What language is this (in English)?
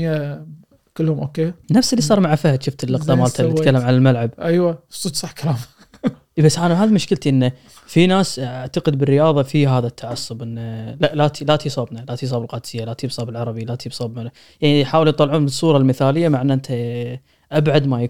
Gulf Arabic